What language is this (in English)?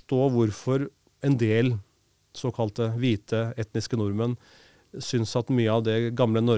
Norwegian